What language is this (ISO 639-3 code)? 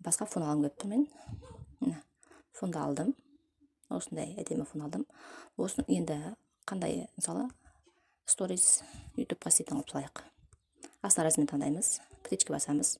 kaz